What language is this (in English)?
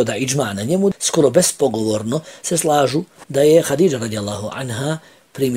Bosnian